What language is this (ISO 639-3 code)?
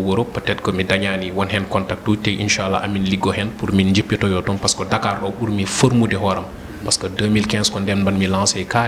ful